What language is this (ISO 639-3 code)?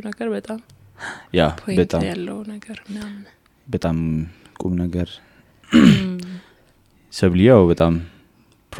amh